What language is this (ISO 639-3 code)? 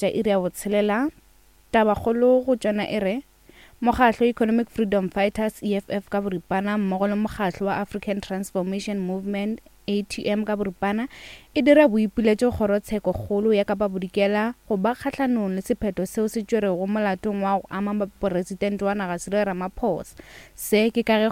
nso